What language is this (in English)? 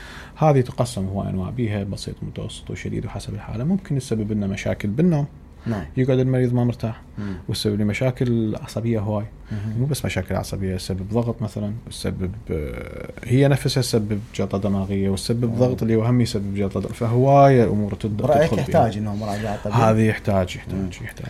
Mesopotamian Arabic